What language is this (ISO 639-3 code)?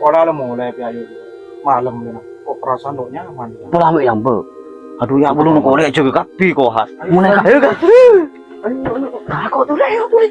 mad